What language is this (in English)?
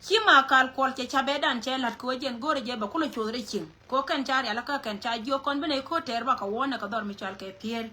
Nuer